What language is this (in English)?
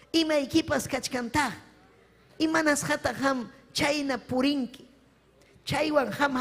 Ayacucho Quechua